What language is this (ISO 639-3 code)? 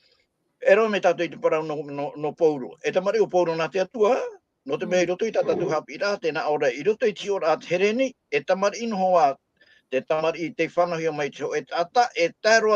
tah